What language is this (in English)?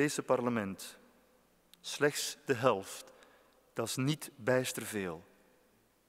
Dutch